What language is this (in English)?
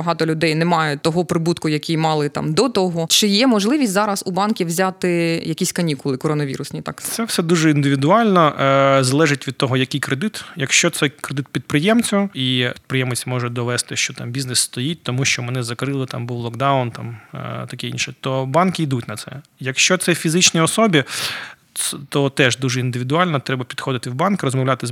Ukrainian